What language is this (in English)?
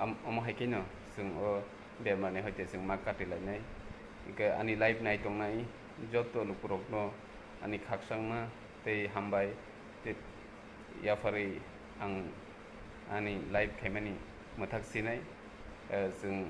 Kok Borok